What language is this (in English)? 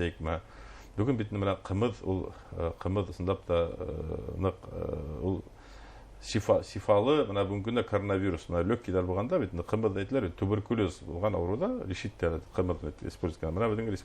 Bashkir